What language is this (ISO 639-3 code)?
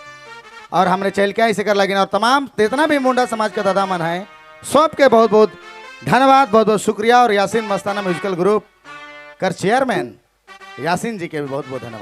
sck